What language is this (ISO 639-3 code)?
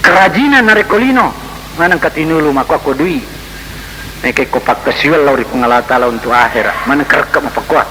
bug